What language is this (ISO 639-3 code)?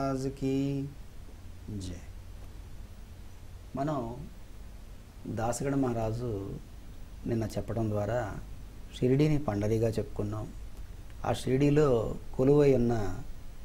tel